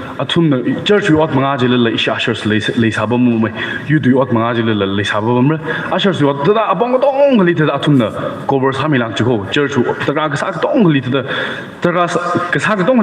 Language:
Tangkhul Naga (India)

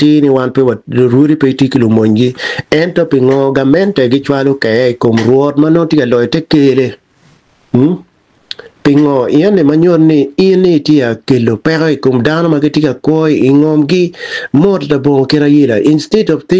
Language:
Acoli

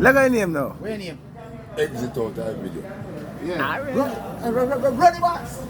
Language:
Jamaican Creole English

